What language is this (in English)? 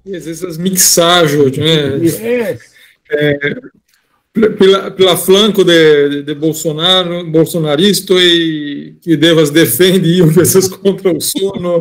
Esperanto